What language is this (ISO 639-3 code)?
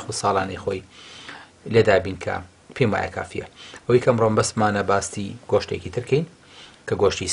ckb